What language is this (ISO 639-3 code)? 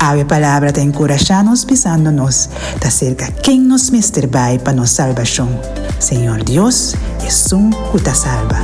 pap